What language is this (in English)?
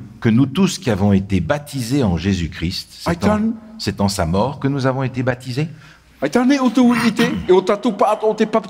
Tahitian